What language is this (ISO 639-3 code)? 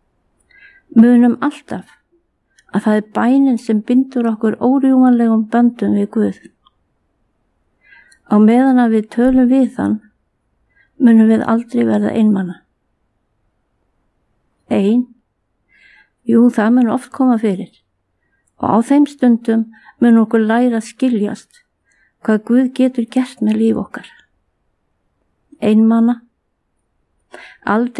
isl